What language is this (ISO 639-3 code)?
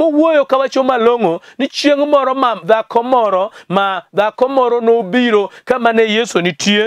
luo